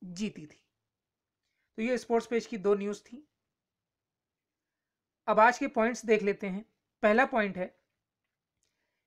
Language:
Hindi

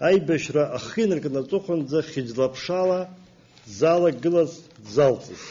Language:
Abkhazian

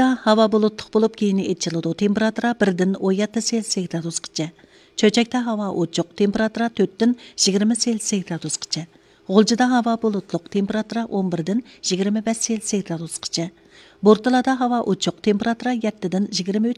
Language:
Uyghur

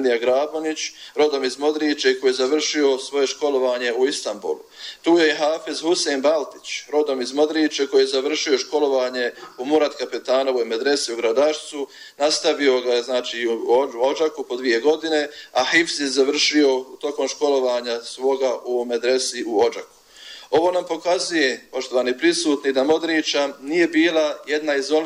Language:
Bosnian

